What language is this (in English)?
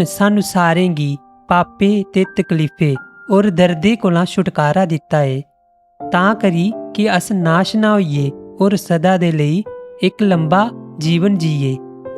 Dogri